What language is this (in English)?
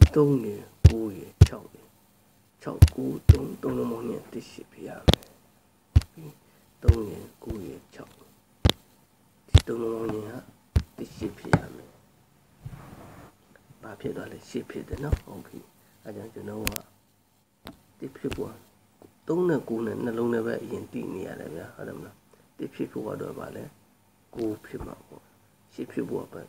Burmese